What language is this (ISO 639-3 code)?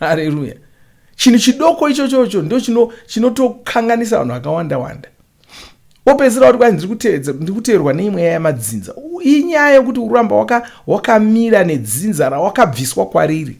sna